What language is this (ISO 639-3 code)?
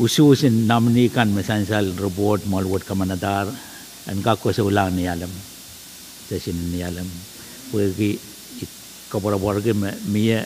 pon